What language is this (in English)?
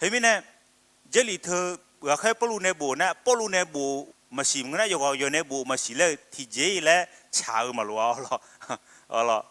Akha